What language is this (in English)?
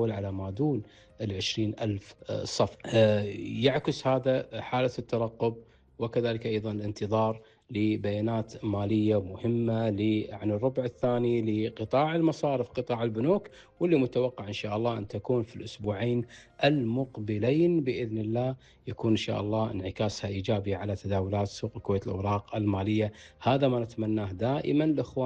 Gulf Arabic